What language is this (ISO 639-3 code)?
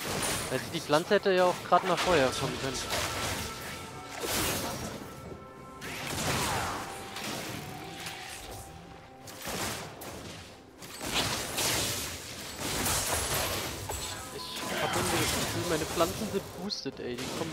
deu